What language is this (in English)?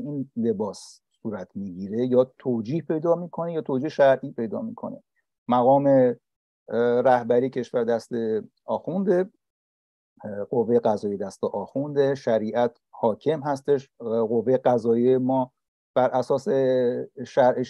Persian